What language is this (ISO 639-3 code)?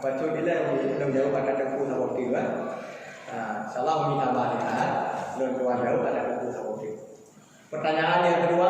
ace